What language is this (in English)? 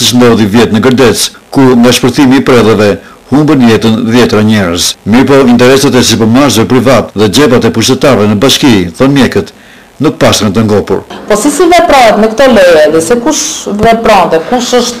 Albanian